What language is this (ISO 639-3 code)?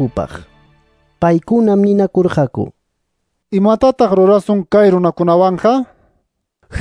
que